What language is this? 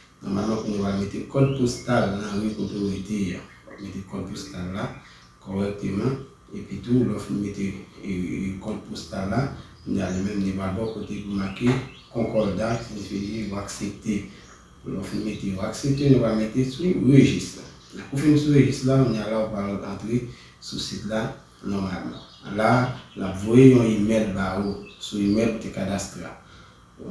Haitian Creole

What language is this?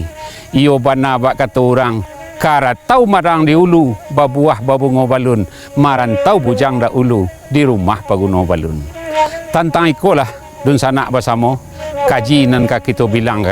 Minangkabau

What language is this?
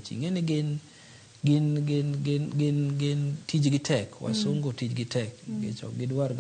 Luo (Kenya and Tanzania)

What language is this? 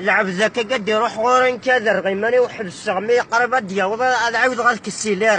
Kabyle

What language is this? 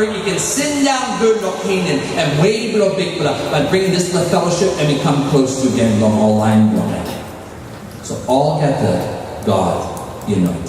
Tok Pisin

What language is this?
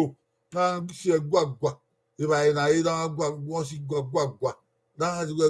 Bini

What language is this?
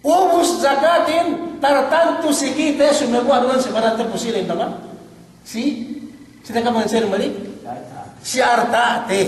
Yakan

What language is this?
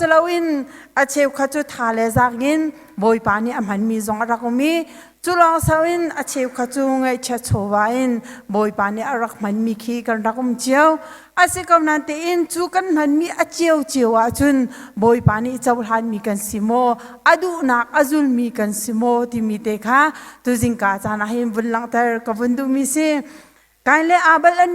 Hakha Chin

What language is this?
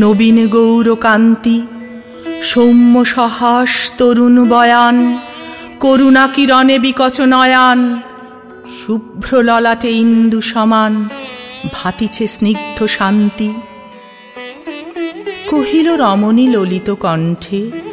Bangla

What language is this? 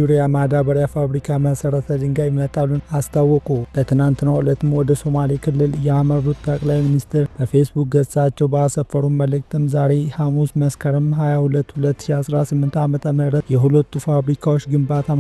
Amharic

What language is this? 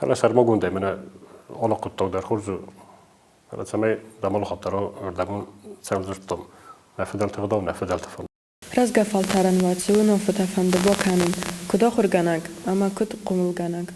Ossetic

